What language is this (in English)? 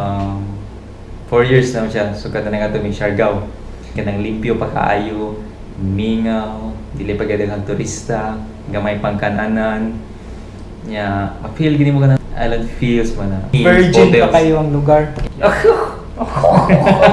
Cebuano